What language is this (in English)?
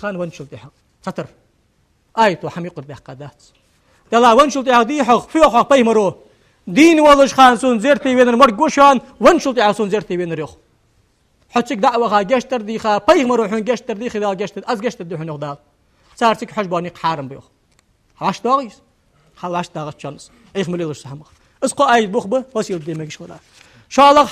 Ingush